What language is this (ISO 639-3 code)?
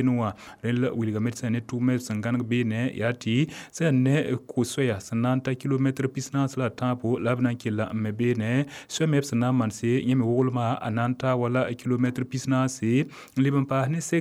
mos